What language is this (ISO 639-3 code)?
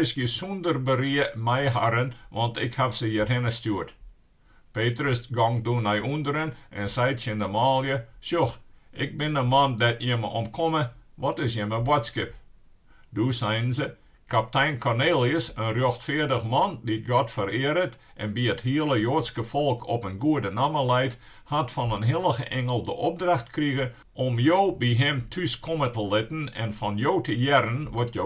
fry